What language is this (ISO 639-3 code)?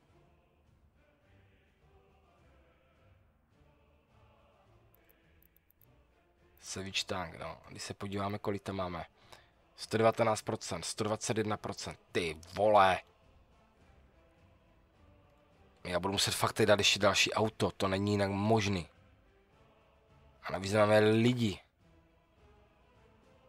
ces